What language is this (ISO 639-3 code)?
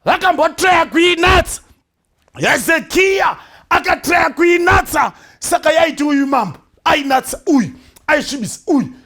sna